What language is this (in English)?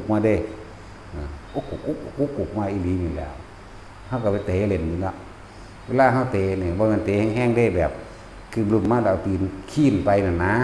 Northeastern Thai